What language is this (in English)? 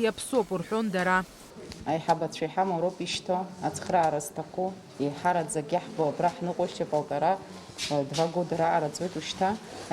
Abkhazian